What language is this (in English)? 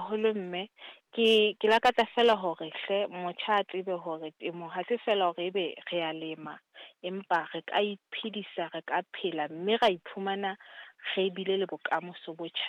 Southern Sotho